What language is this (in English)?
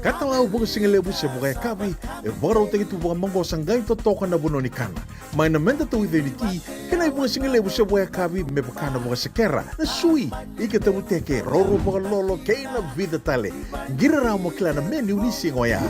Fijian